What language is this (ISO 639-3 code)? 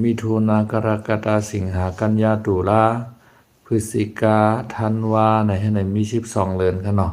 shn